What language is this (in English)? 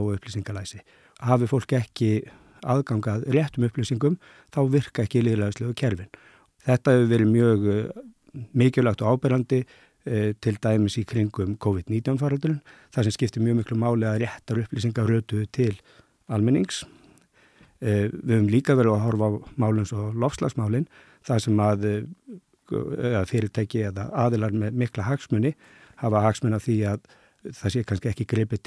Icelandic